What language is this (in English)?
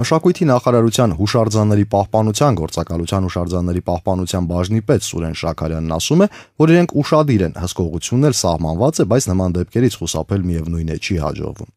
Armenian